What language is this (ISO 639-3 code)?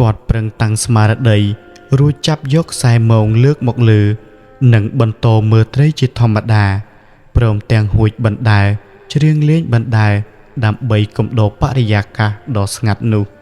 khm